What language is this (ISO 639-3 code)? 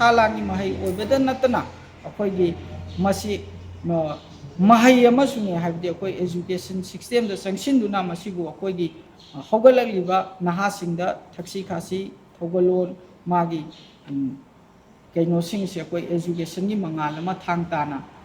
mni